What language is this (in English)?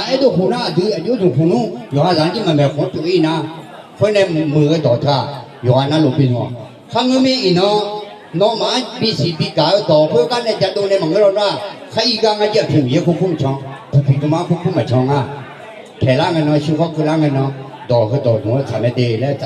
Akha